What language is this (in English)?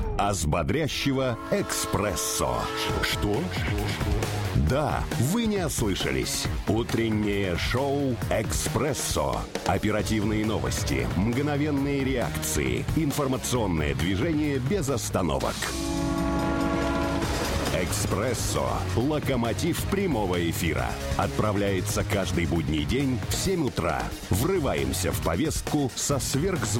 Russian